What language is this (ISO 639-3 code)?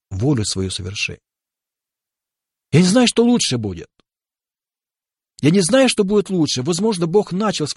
rus